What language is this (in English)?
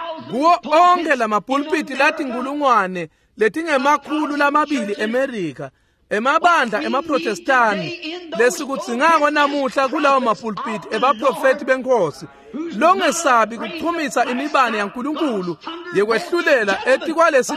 Swati